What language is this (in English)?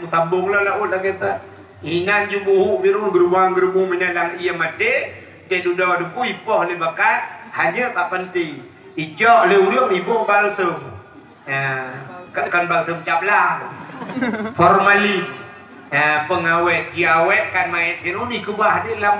Achinese